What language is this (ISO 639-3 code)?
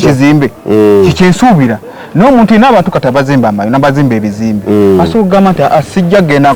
lug